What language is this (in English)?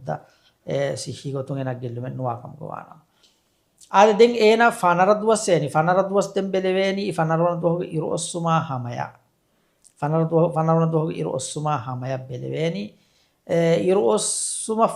Divehi